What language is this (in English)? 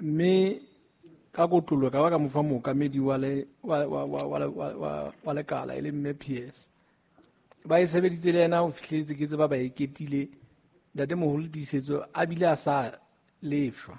Southern Sotho